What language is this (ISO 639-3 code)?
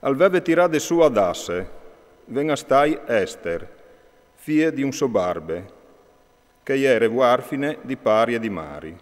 fur